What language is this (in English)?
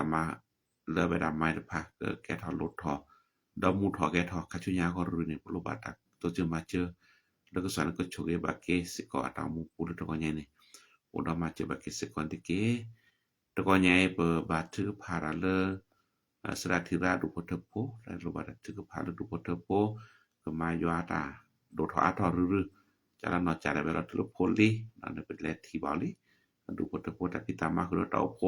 S'gaw Karen